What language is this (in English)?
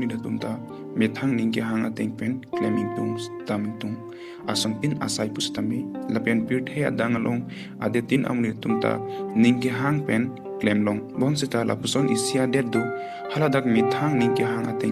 Karbi